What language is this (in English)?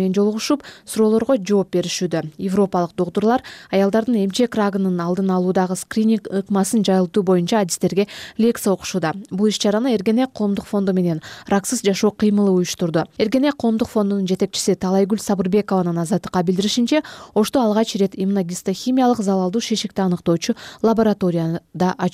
Kyrgyz